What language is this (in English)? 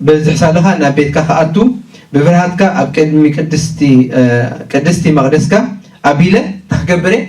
Tigrinya